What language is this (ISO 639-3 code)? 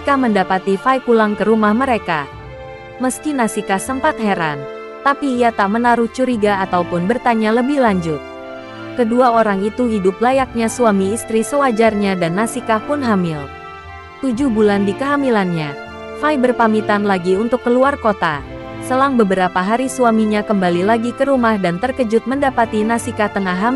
ind